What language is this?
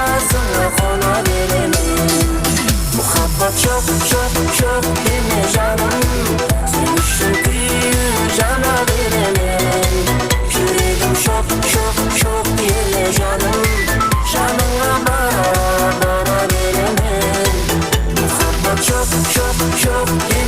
Kara-Kalpak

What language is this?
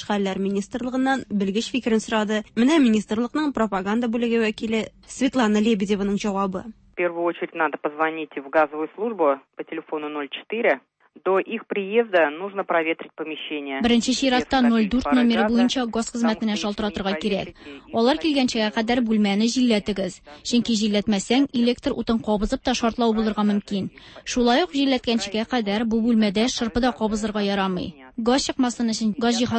Tatar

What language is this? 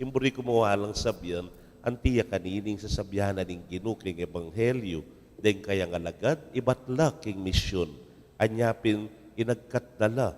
Pampanga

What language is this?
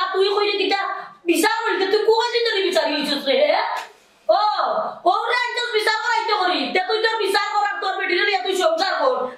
Sylheti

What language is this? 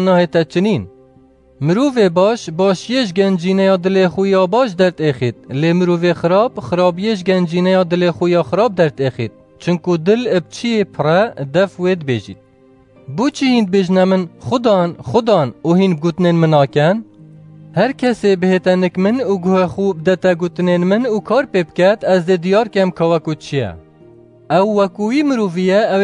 Kurdish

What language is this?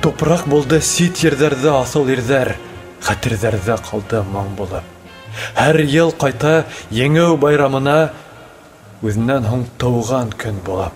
Bashkir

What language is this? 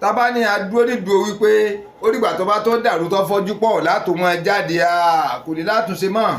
Yoruba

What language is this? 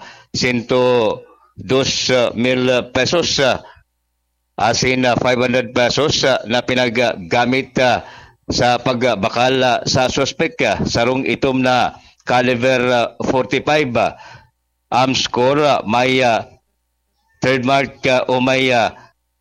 Bikol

